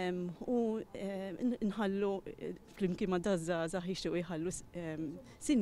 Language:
Maltese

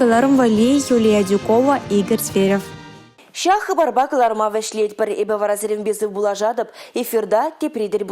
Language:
Chuvash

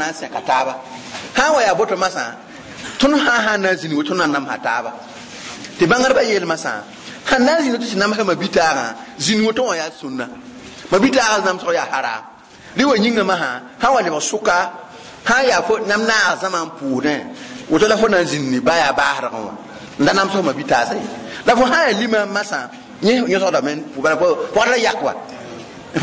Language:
Mossi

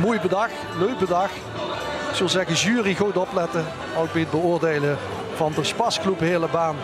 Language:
Limburgish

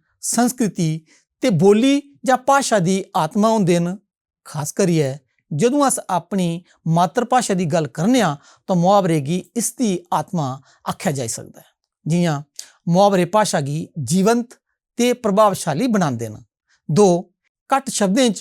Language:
Dogri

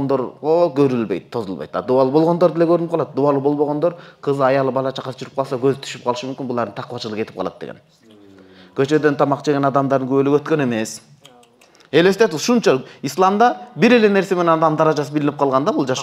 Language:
Kyrgyz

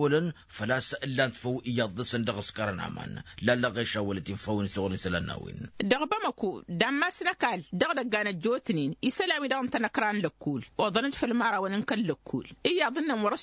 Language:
Tamasheq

